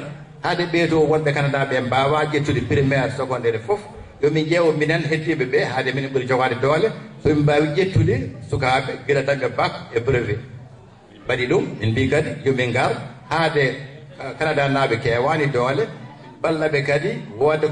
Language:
Fula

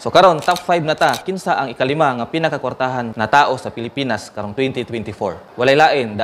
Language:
Cebuano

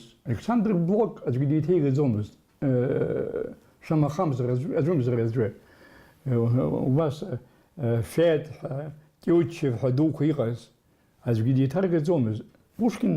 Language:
Abkhazian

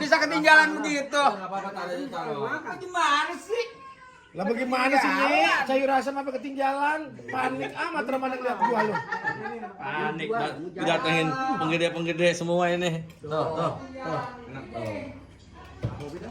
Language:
Betawi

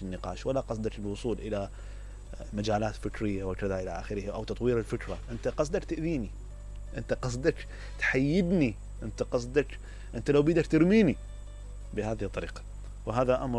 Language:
Mesopotamian Arabic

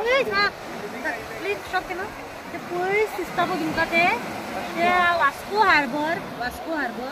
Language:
Konkani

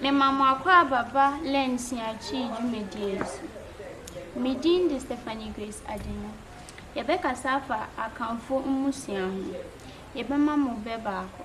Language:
Akan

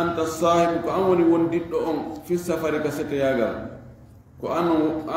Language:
Fula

